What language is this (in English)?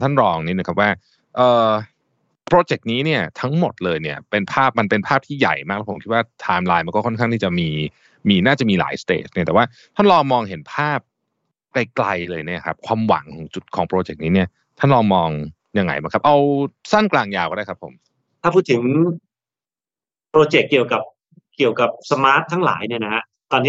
Thai